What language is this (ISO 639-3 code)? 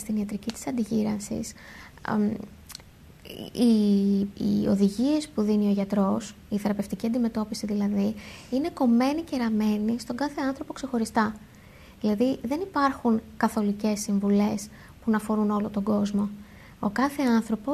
ell